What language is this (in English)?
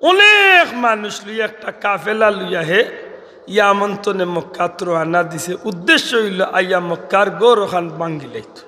Sylheti